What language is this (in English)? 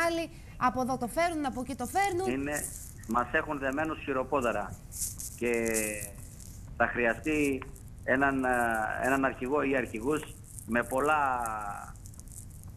Greek